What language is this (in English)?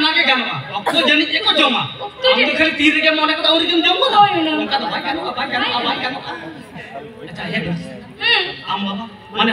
Santali